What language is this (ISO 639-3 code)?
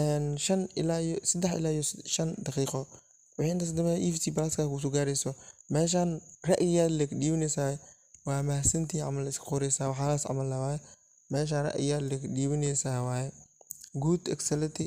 som